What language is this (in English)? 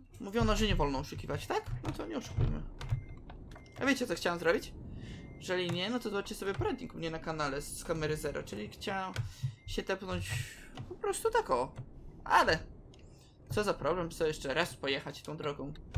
Polish